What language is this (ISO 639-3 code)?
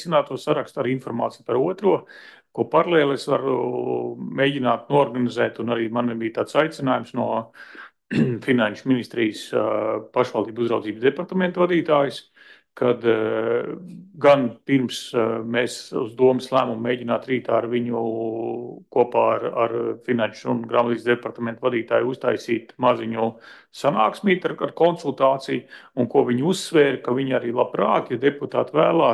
lav